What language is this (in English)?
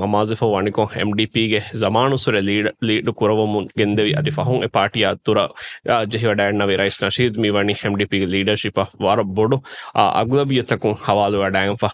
Divehi